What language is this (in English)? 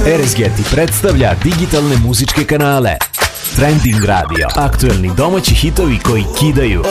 Serbian